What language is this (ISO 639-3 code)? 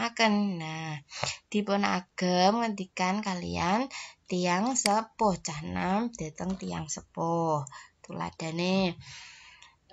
jav